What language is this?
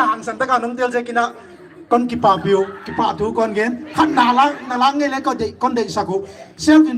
Paite Chin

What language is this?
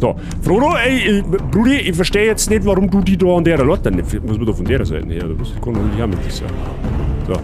Bavarian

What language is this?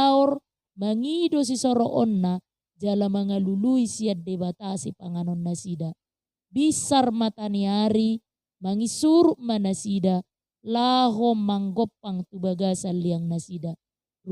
Batak Toba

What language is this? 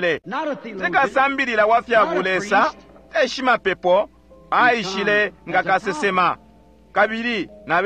Bemba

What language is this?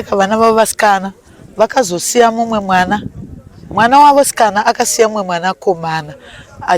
Shona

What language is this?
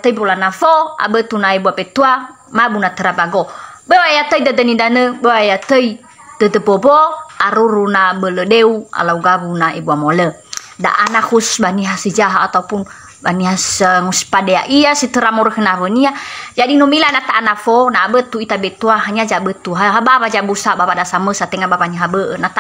Nias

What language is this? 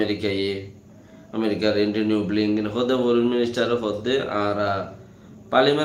Rohingya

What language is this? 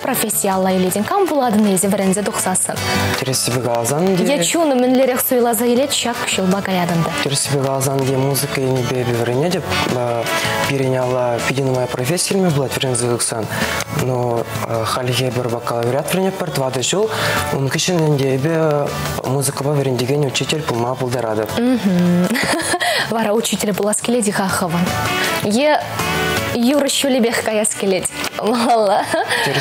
Chuvash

